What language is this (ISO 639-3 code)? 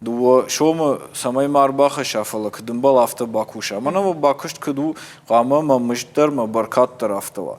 oss